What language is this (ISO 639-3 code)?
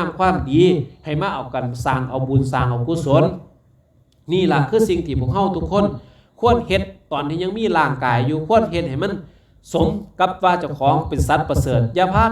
lao